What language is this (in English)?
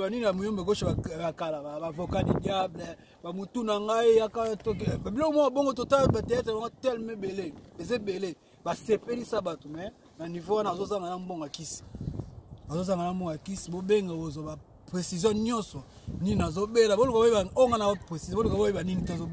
Lingala